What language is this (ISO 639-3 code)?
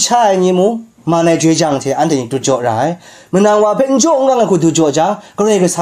kac